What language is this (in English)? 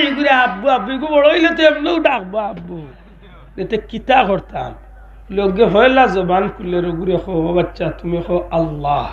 Sylheti